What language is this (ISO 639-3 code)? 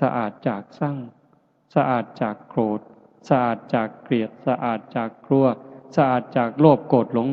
lao